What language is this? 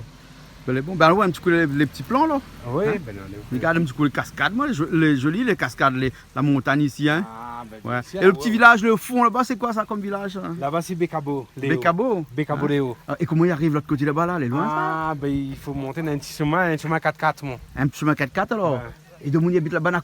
Réunion Creole French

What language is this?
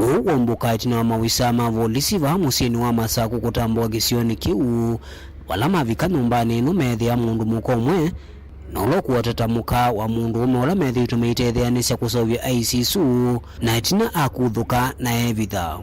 Kamba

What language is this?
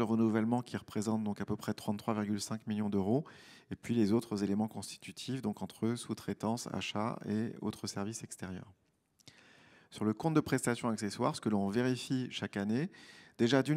French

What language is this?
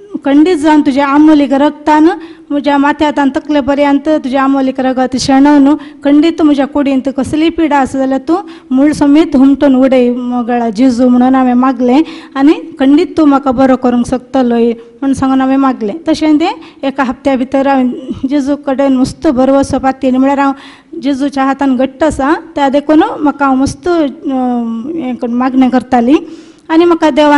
Konkani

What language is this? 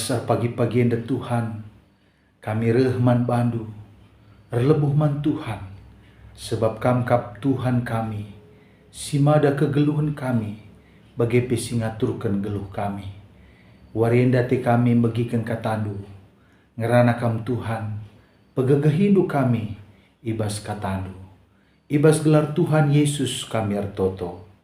Batak Karo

